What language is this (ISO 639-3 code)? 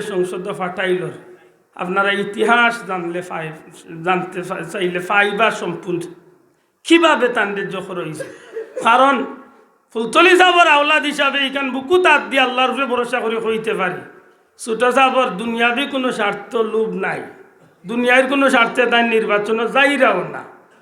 syl